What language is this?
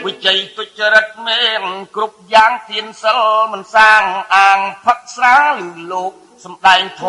Khmer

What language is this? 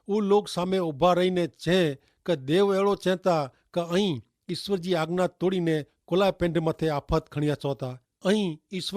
Kachhi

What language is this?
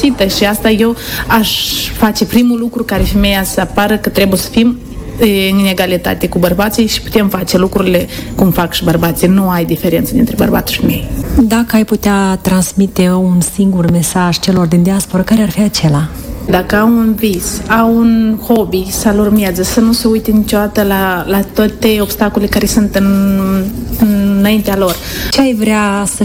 Romanian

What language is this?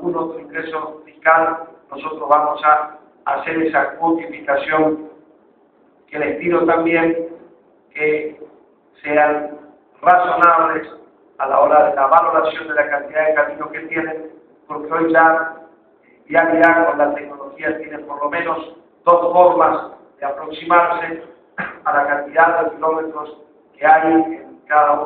Spanish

